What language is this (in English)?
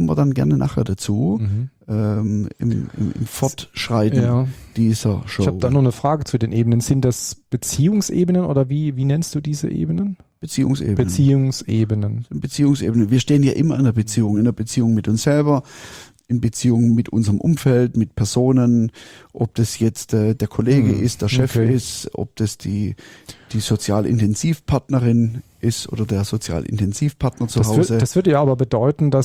German